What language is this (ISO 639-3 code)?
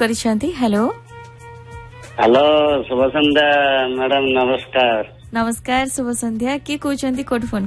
ori